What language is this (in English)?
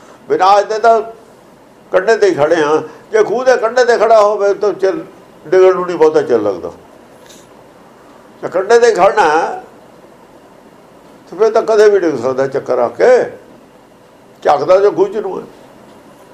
Punjabi